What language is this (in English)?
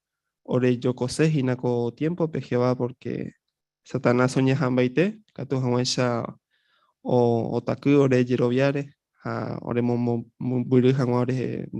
Guarani